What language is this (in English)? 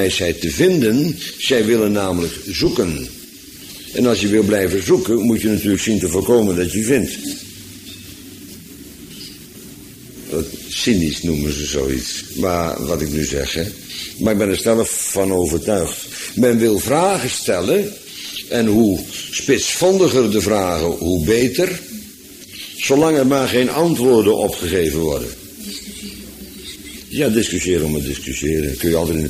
Dutch